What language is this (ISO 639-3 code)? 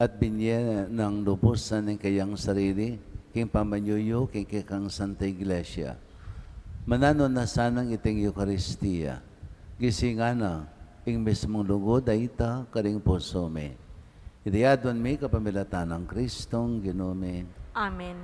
pam